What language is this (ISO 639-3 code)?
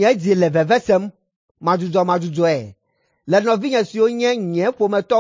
ewe